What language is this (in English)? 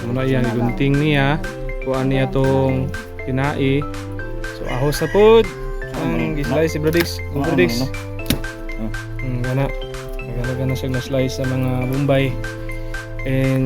Cebuano